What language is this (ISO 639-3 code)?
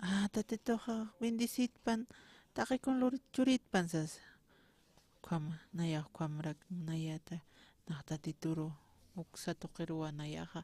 aym